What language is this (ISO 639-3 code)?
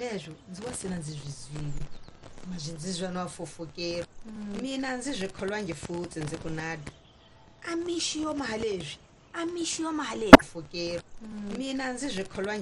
tso